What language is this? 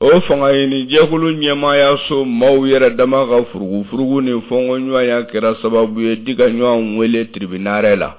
Bambara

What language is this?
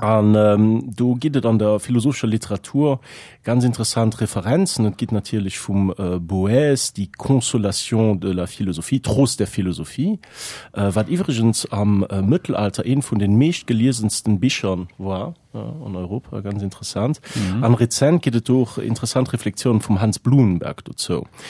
Luxembourgish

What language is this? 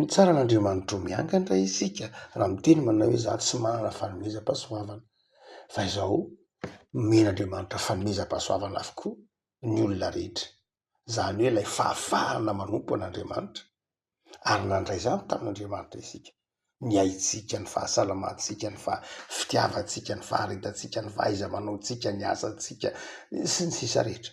Malagasy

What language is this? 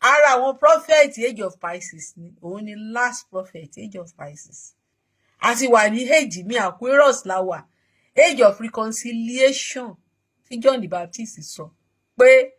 Yoruba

